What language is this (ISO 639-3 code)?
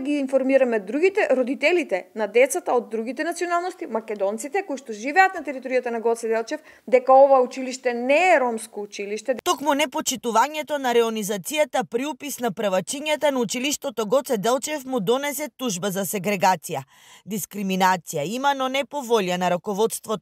mkd